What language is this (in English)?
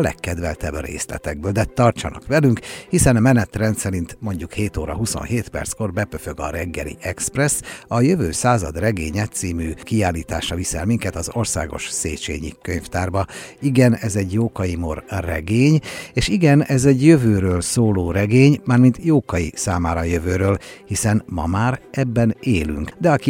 Hungarian